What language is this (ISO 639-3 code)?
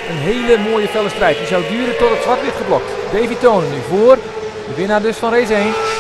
nld